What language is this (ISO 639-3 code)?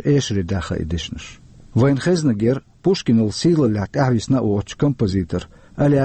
che